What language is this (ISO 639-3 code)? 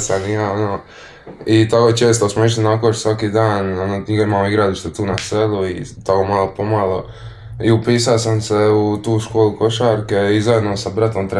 hrv